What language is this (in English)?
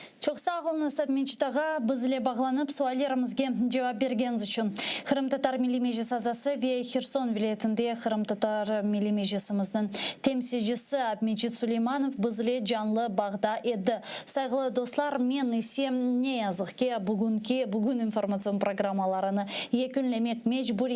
Crimean Tatar